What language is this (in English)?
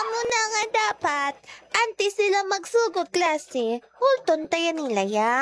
Hiligaynon